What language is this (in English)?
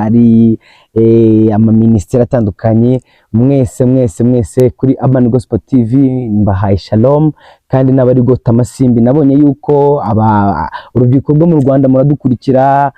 Kinyarwanda